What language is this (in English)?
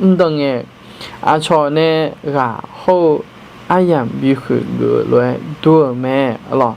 Akha